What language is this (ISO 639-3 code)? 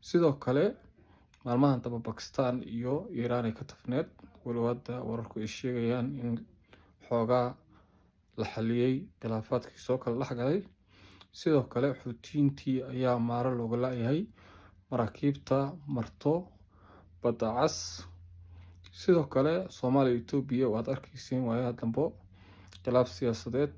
som